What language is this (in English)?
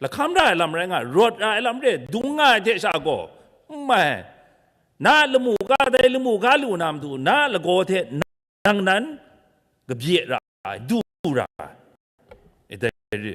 Kachin